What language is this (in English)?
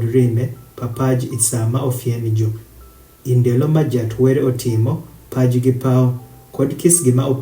Adhola